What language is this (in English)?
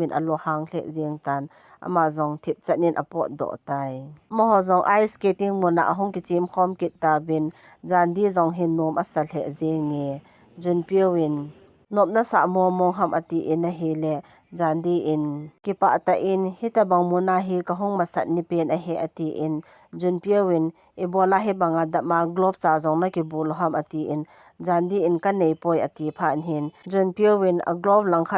Thado Chin